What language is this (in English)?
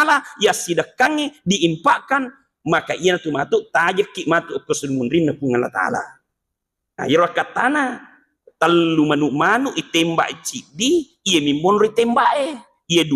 Buginese